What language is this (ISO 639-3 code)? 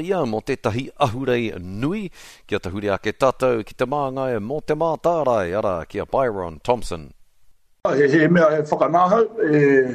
mri